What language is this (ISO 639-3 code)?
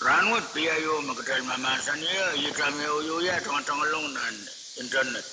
pon